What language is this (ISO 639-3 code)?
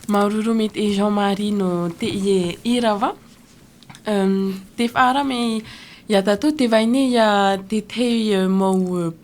tah